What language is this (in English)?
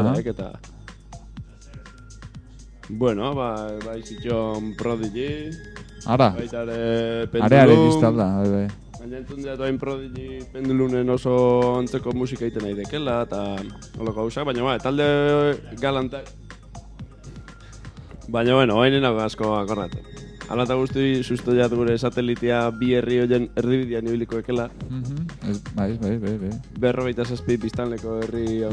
Basque